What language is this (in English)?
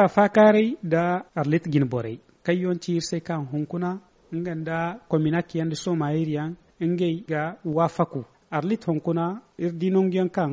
Zarma